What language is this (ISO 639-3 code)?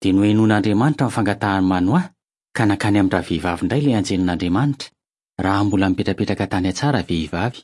mlg